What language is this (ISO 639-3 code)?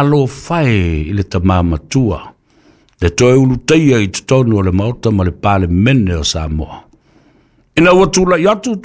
smo